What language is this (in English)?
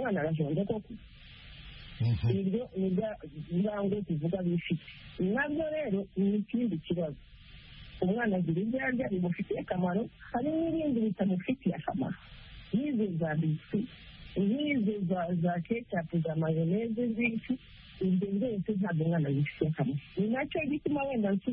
Kinyarwanda